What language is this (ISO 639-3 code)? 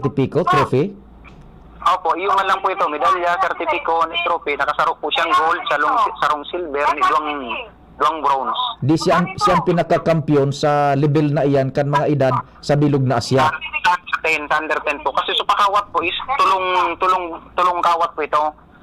bik